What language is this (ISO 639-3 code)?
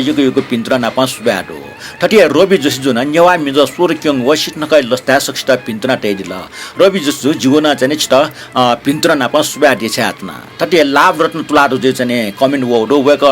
new